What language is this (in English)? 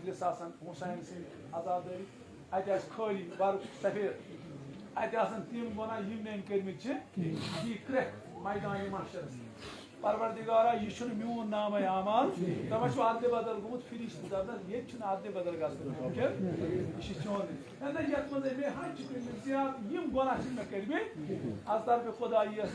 Kashmiri